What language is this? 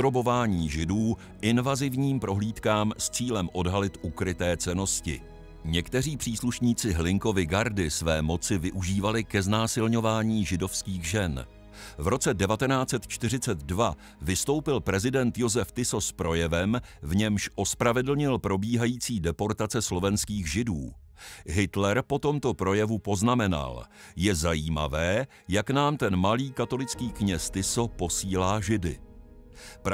Czech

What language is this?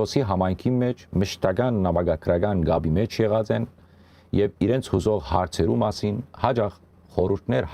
Western Armenian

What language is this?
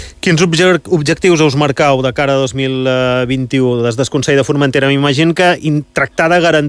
Catalan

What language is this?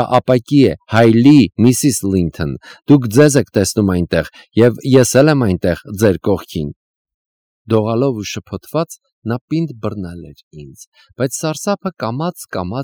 Armenian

